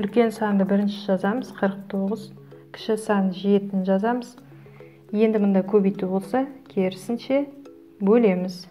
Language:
Kazakh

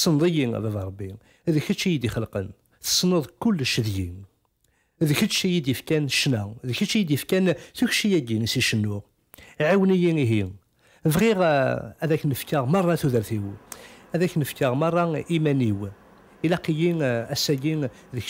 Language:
Kabyle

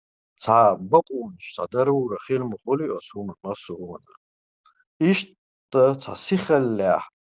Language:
Chechen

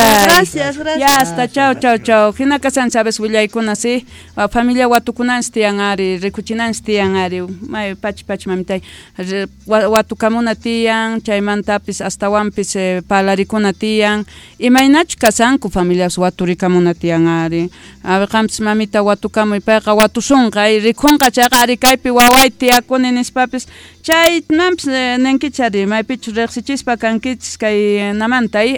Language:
Quechua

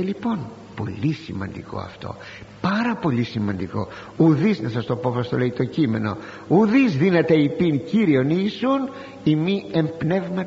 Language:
Greek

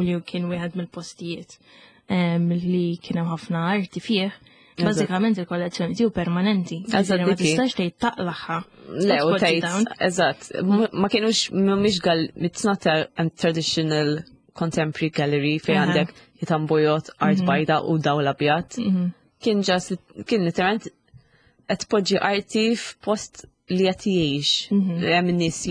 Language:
Maltese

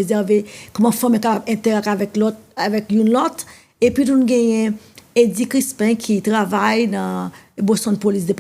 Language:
Haitian Creole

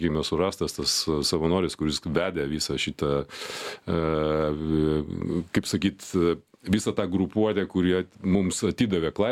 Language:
Lithuanian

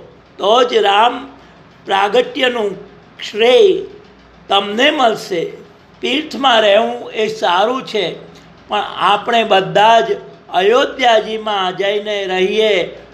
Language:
Gujarati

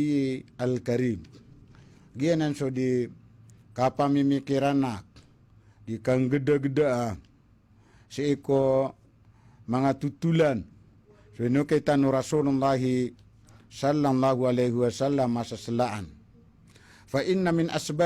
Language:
Maranao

